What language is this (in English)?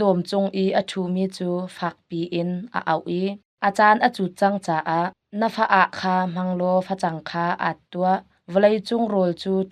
Hakha Chin